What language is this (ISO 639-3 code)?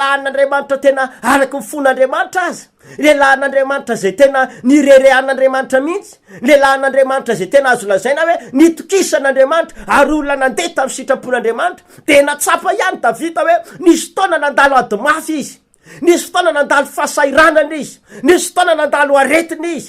mlg